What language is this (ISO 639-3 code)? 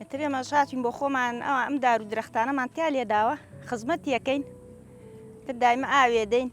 ckb